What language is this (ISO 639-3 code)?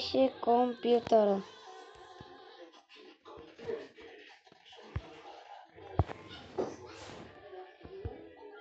bul